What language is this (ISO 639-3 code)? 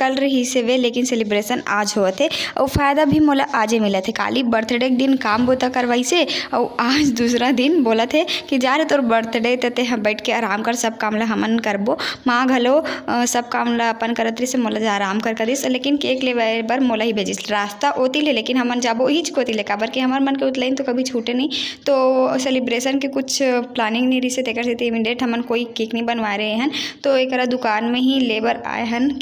hne